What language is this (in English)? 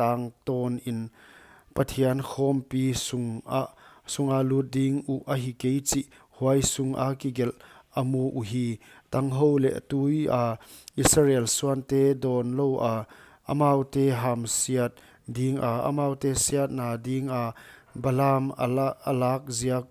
Paite Chin